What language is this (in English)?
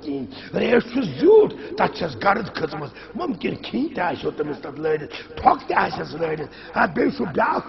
Kashmiri